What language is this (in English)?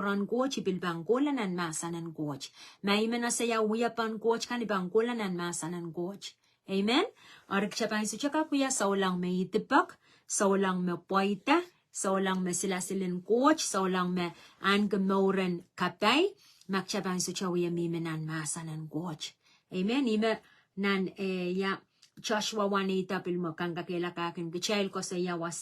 Pohnpeian